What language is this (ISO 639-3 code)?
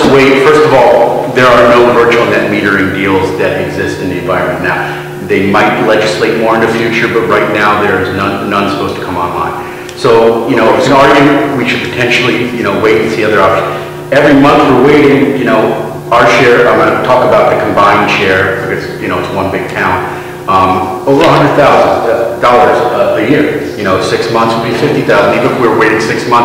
eng